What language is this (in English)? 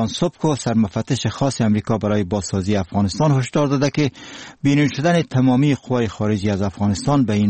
Persian